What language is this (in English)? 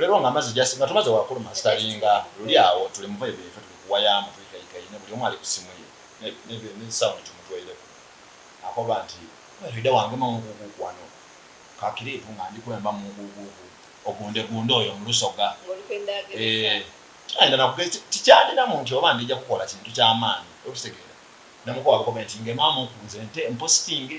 Soga